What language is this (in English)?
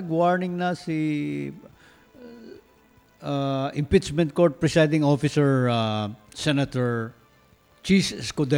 Filipino